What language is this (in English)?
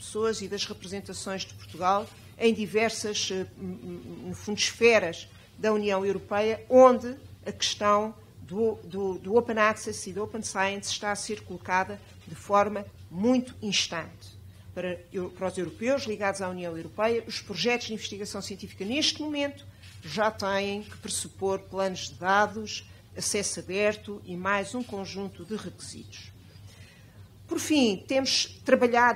Portuguese